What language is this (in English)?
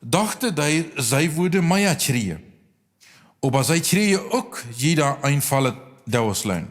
Plautdietsch